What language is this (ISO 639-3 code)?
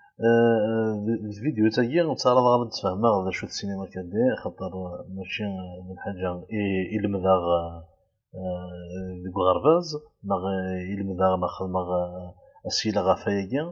kab